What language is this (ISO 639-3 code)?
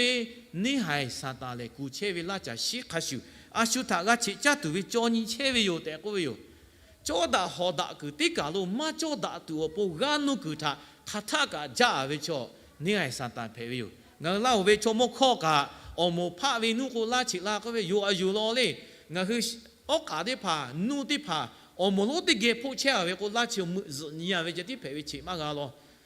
lhu